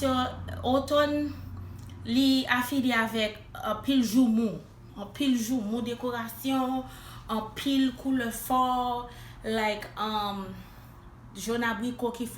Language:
Haitian Creole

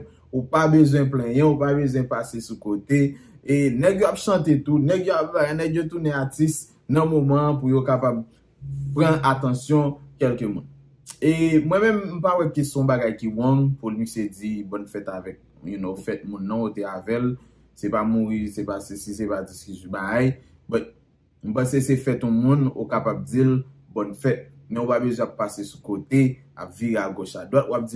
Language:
Haitian Creole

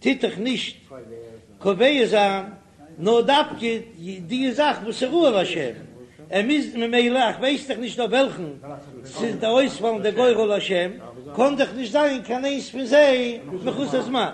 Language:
Yiddish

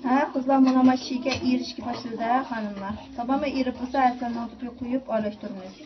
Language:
Uyghur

